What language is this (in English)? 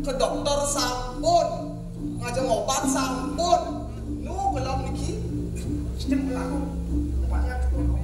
Balinese